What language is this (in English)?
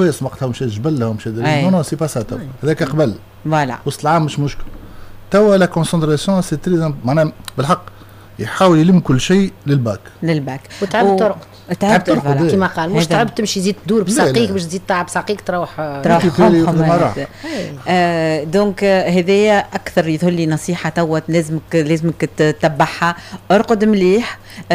Tunisian Arabic